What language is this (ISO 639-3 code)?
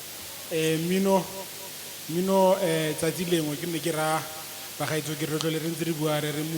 tsn